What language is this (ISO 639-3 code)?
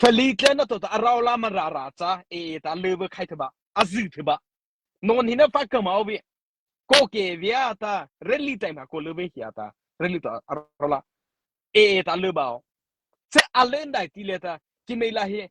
mrh